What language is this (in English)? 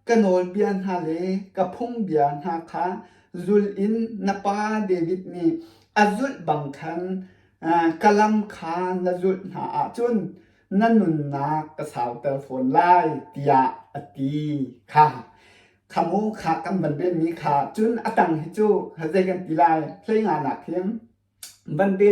Hakha Chin